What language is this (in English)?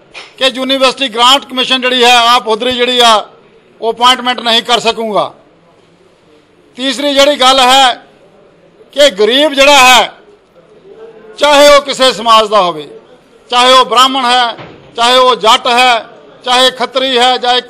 Punjabi